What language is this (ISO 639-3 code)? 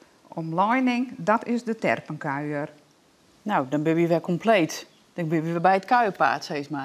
fry